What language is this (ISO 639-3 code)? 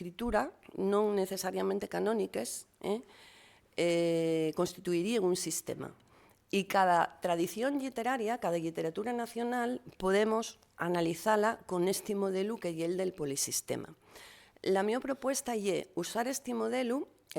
ast